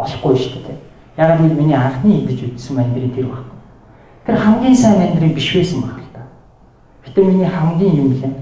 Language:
Mongolian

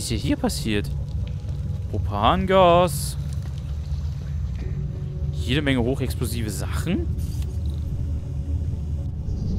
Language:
German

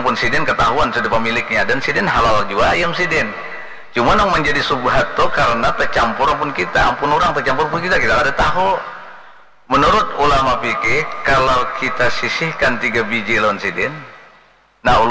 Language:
Banjar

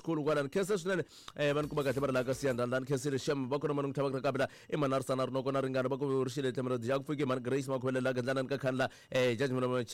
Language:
Tsonga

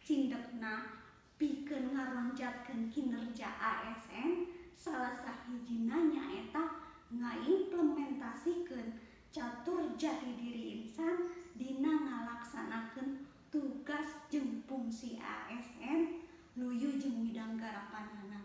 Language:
Sundanese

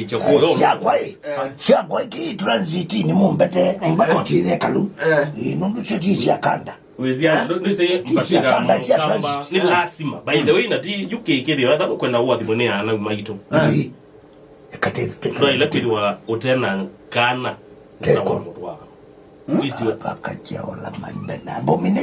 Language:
Kamba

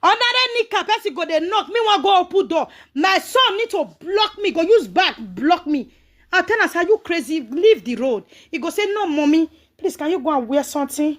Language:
Nigerian Pidgin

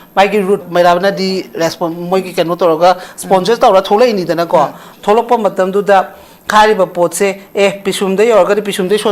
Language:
Manipuri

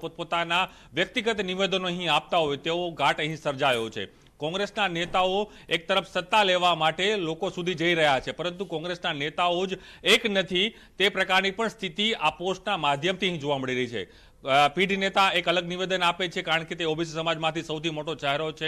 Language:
Gujarati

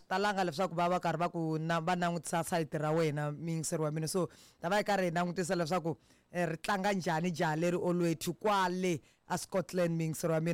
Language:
Tsonga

